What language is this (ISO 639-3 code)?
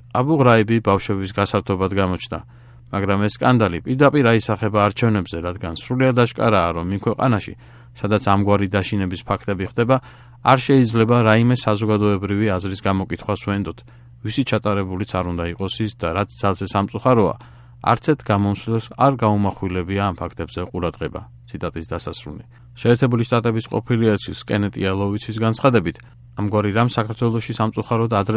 kat